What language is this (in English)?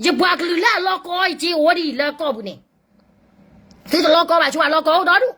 S'gaw Karen